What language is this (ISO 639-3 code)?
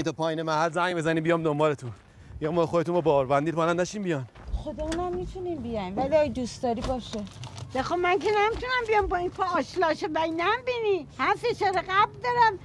fas